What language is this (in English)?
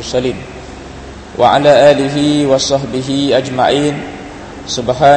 Malay